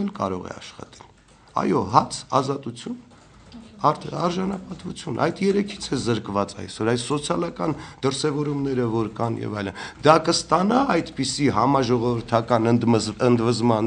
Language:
Armenian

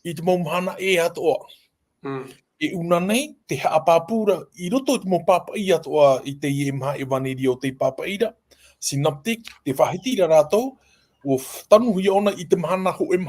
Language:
Tahitian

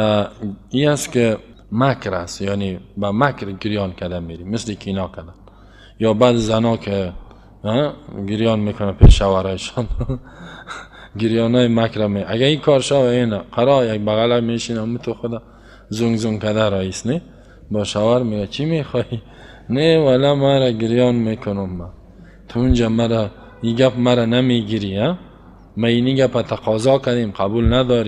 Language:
Persian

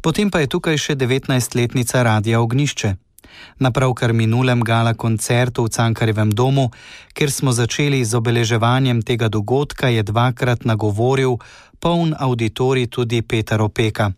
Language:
Slovenian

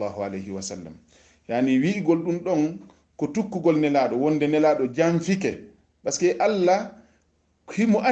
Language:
Fula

